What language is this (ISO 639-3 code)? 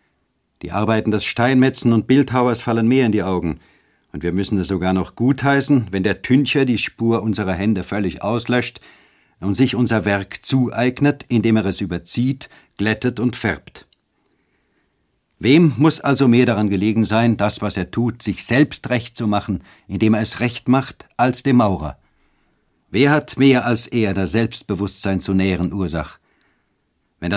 deu